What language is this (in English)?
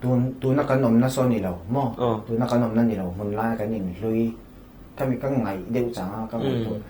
Mizo